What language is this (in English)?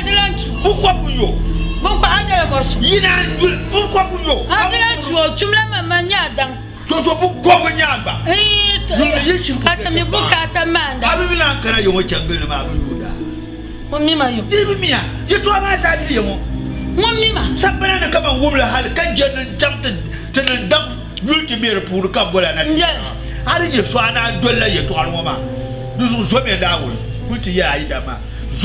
Dagbani